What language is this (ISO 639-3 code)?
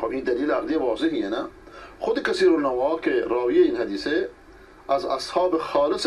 fas